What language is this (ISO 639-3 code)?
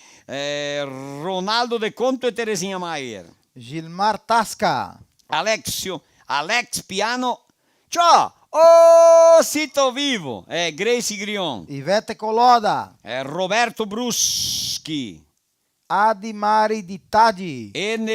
vec